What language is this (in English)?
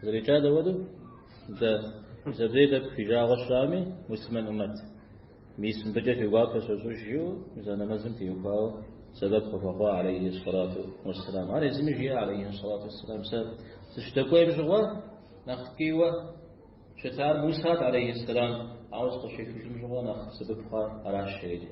Kabardian